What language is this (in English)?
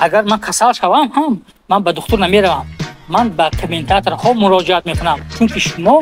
Tajik